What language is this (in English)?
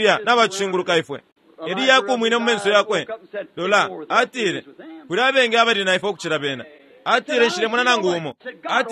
Bemba